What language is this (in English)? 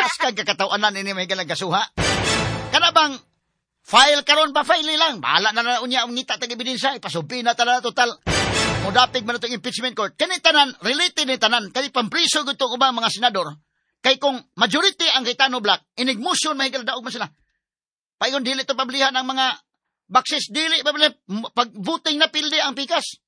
Cebuano